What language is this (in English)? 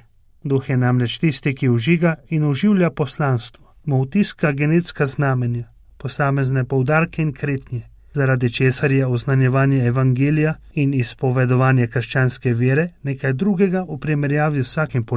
Slovenian